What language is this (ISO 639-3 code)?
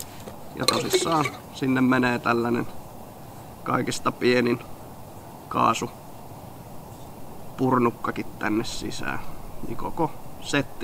fin